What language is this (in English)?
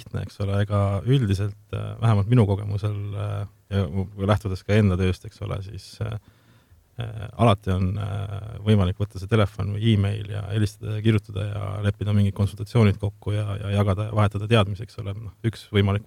Estonian